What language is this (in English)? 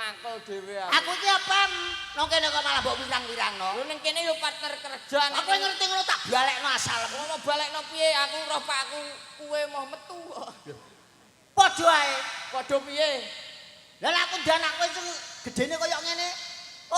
Javanese